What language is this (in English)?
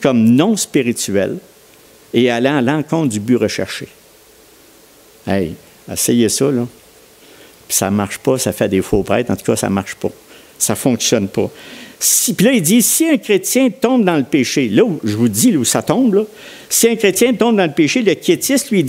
French